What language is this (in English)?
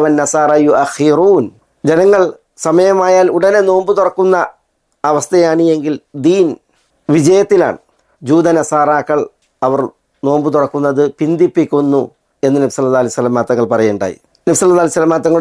Malayalam